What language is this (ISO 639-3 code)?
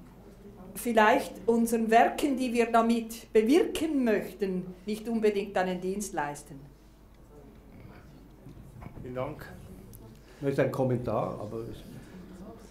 deu